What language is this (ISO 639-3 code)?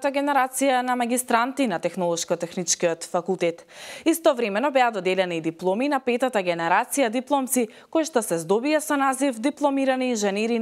mkd